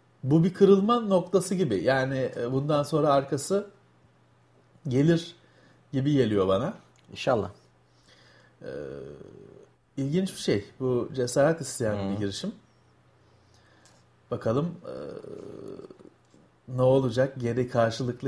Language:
Turkish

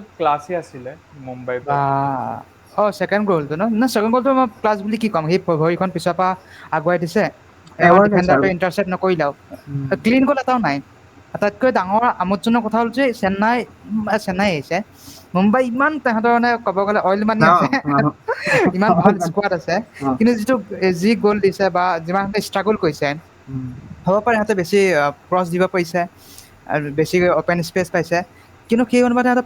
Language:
Assamese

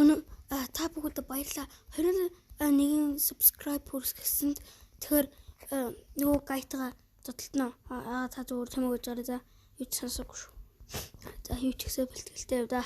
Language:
Mongolian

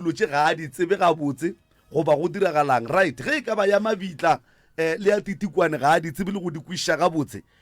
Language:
Northern Sotho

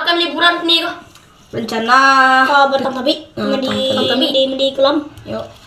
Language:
Minangkabau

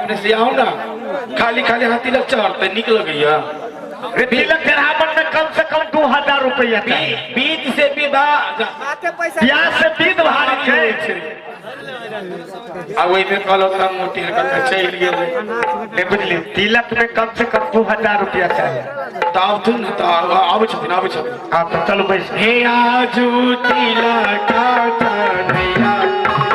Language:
Maithili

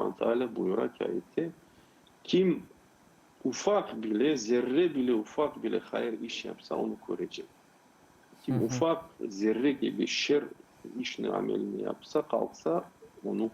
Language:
Crimean Tatar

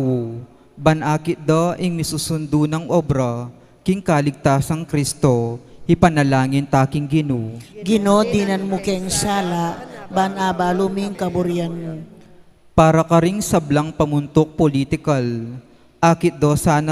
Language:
Pampanga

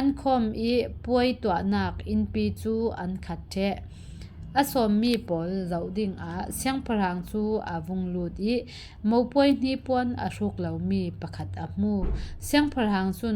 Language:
Falam Chin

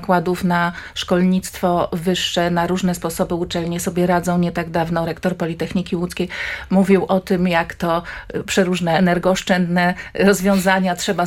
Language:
Polish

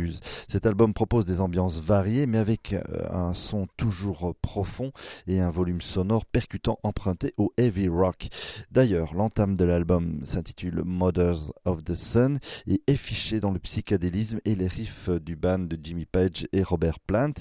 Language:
French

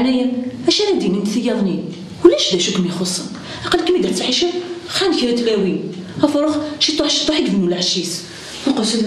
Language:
Kabyle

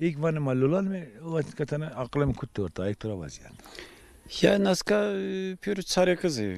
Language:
Zaza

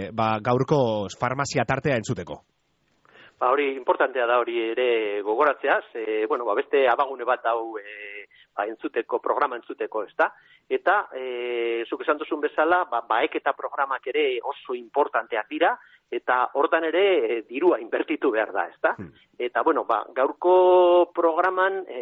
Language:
Basque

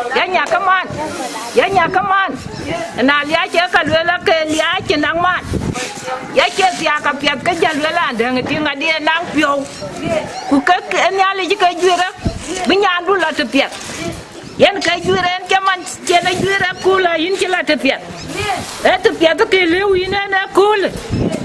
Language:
Dinka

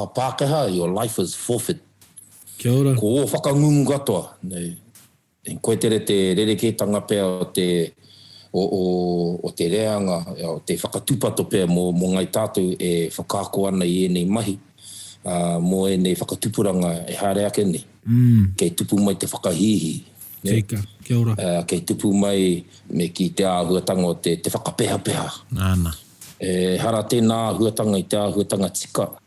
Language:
Māori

